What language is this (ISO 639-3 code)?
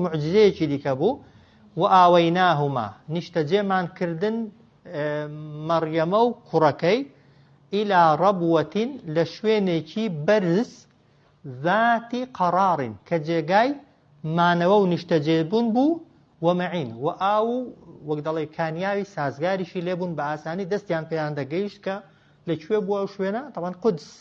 ckb